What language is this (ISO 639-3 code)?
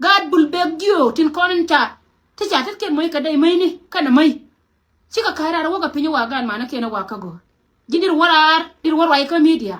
nus